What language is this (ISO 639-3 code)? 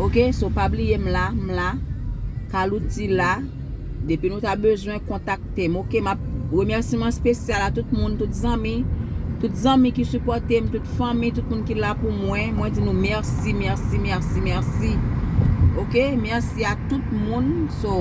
hat